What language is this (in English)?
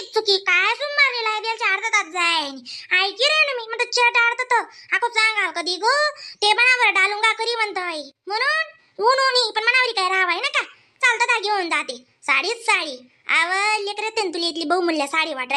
Khandesi